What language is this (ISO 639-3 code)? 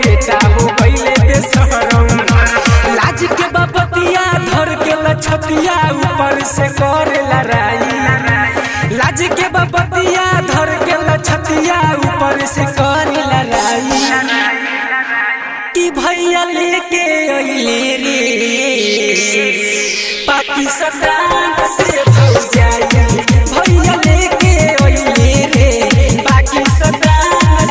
bho